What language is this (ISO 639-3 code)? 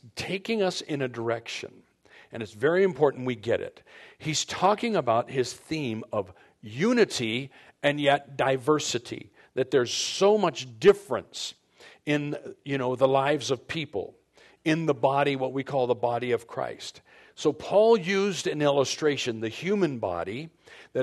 eng